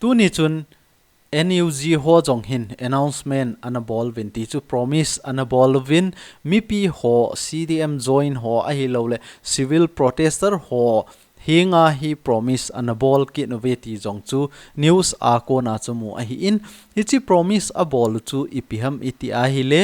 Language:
Thado Chin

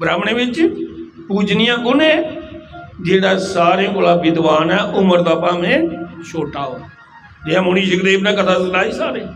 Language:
Dogri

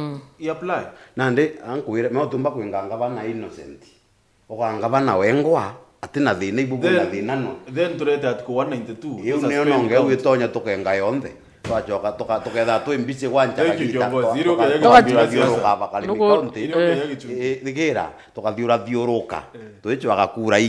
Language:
Meru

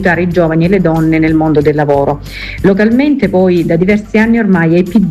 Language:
Italian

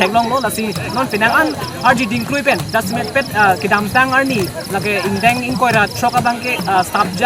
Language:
Karbi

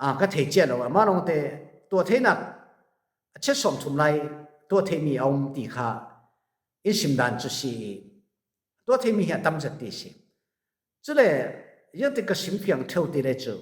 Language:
Falam Chin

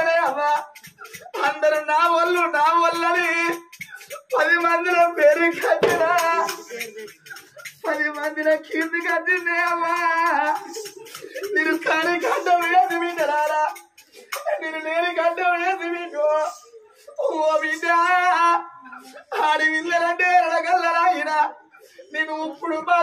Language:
Telugu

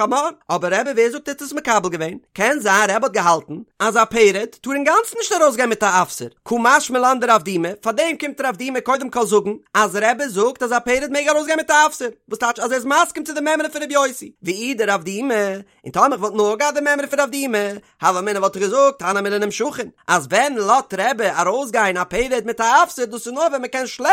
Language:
Yiddish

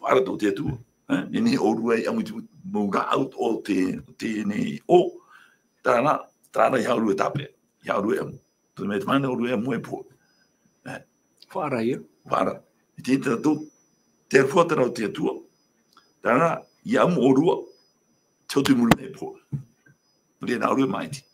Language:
Tahitian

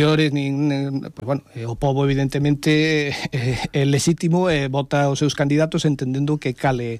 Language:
Galician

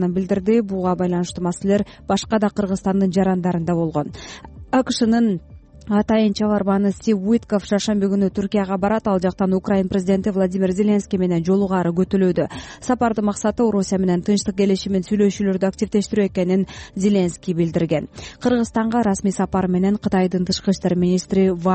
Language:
Kyrgyz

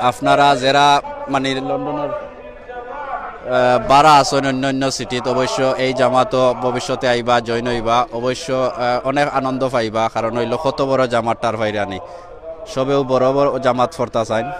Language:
Sylheti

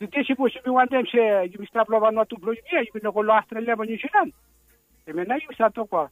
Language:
Bislama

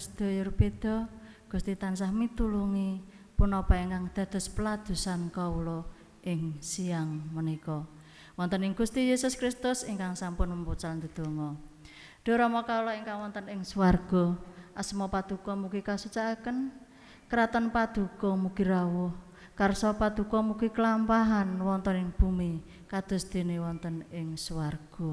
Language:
Javanese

